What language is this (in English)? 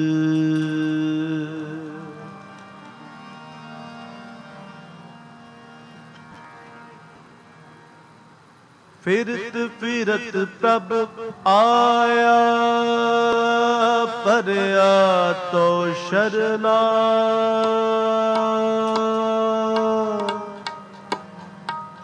Punjabi